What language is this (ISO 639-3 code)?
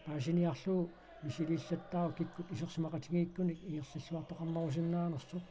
kal